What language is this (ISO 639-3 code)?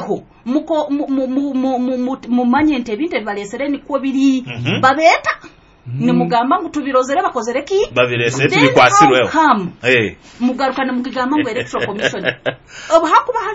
nyo